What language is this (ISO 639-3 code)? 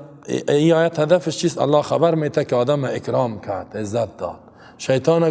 fas